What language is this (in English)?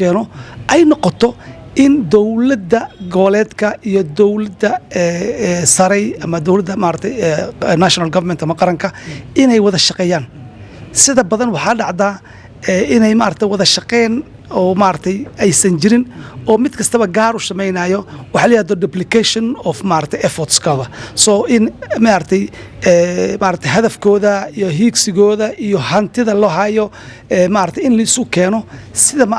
Somali